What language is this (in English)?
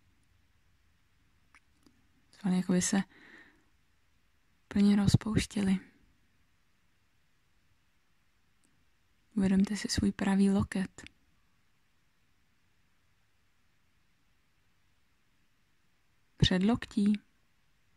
Czech